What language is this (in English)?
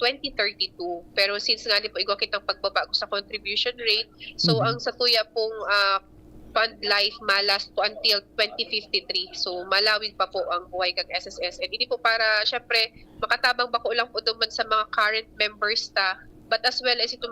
Bikol